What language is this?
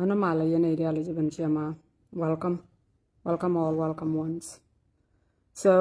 Nuer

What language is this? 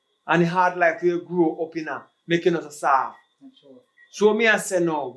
Jamaican Creole English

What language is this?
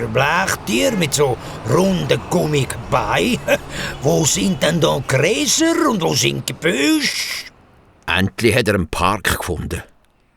Swiss German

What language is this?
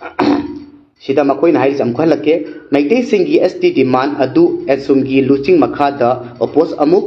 Manipuri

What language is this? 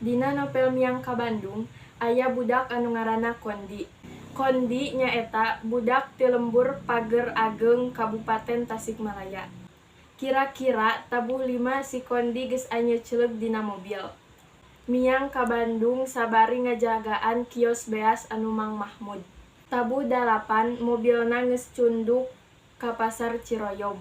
Sundanese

